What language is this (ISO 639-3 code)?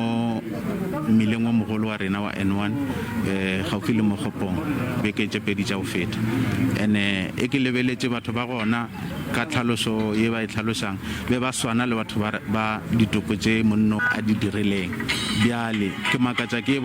nso